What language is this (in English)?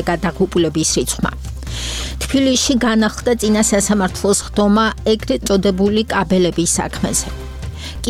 Georgian